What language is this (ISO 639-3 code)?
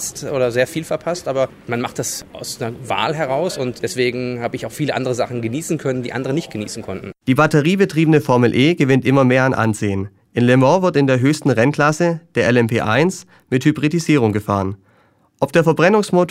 deu